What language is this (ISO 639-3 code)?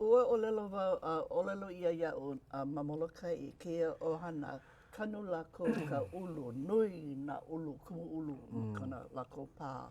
haw